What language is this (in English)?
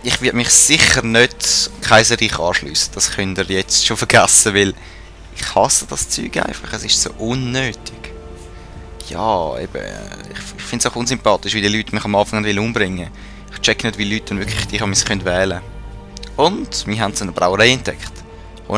Swiss German